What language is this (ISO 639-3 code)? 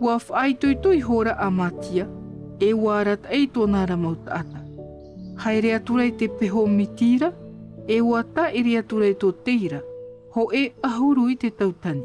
tah